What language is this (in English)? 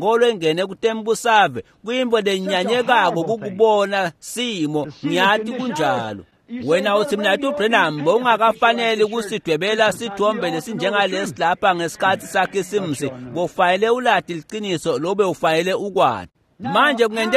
Swati